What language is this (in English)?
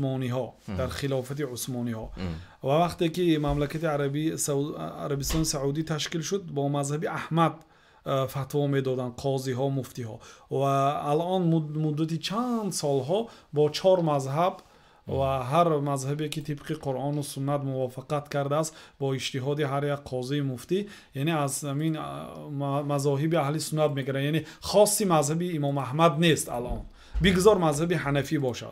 Tajik